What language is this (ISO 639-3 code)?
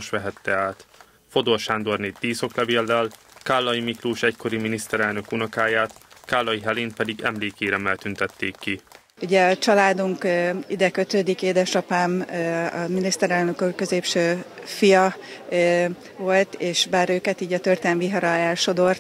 hun